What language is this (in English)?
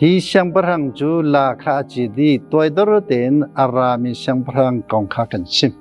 Hakha Chin